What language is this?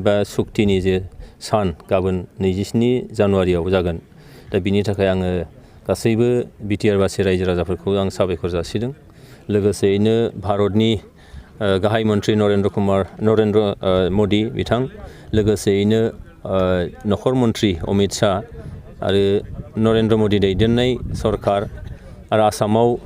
Bodo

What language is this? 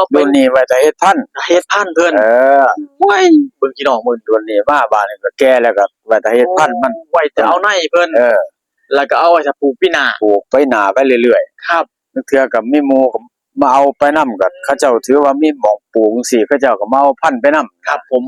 Northeastern Thai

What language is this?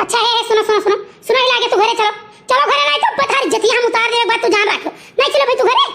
Awadhi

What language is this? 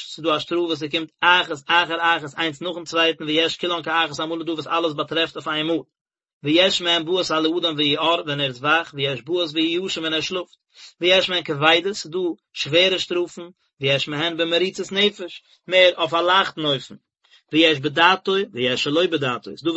Yiddish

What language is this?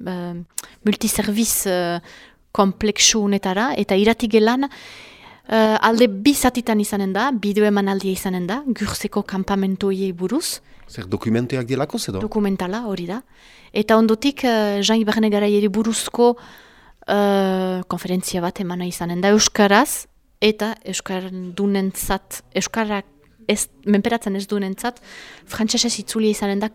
Basque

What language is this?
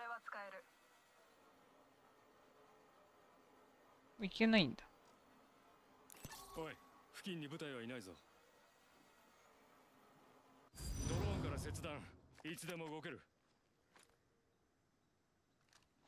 Japanese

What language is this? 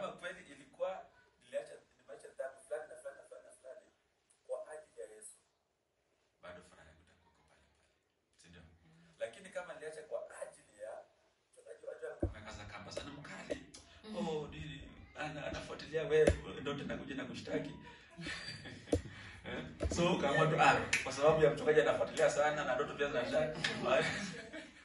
Swahili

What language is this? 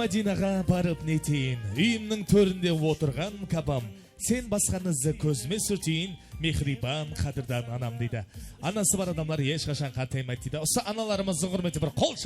Kara-Kalpak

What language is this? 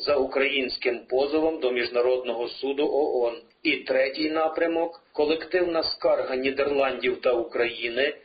Ukrainian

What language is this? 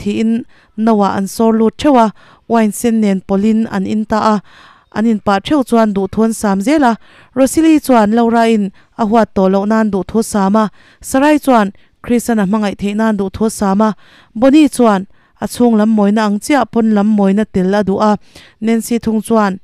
Mizo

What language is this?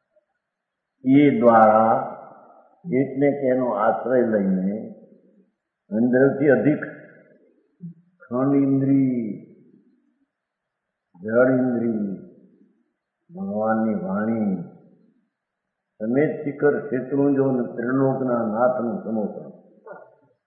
Gujarati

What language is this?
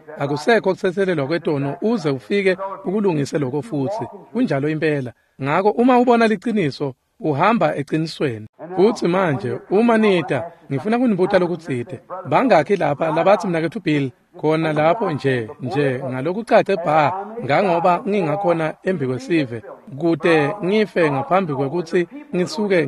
Swati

